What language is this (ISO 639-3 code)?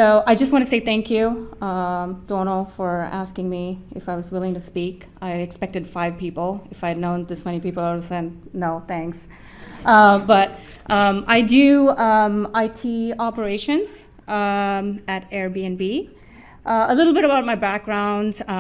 eng